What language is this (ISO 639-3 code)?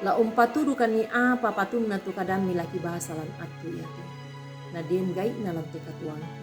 sda